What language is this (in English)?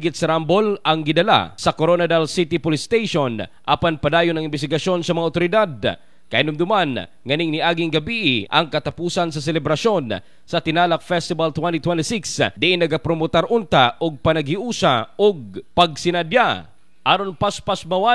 Cebuano